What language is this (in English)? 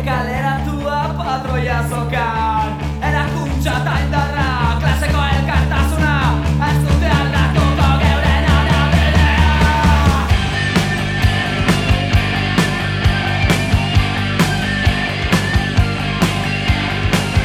Basque